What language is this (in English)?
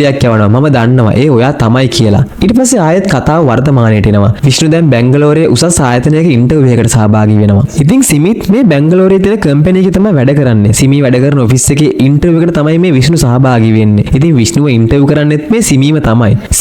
Sinhala